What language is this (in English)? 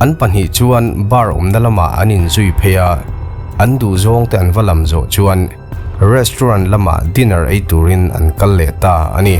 Mizo